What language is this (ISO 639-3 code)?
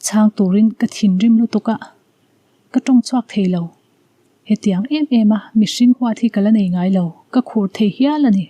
lus